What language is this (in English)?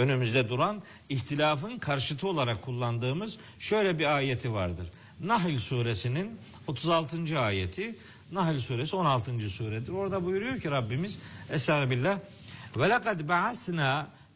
Turkish